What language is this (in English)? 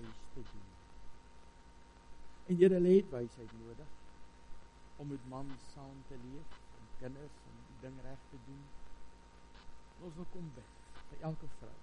Afrikaans